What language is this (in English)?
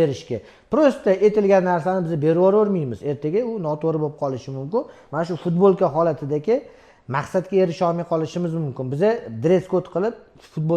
Uzbek